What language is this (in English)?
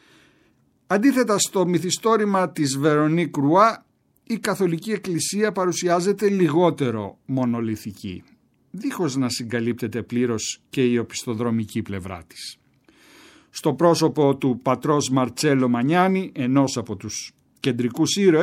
Greek